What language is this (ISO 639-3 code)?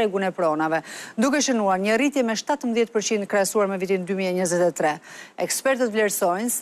sqi